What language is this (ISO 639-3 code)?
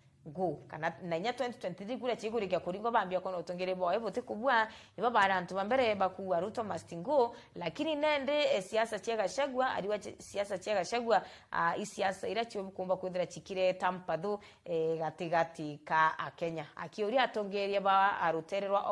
mer